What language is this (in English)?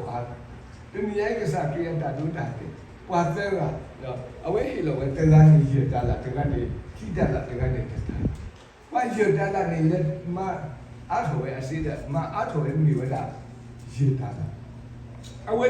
S'gaw Karen